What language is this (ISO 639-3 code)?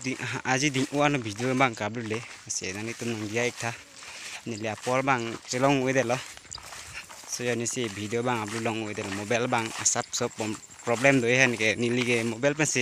mjw